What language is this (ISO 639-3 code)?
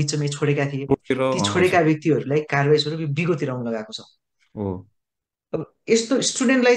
nep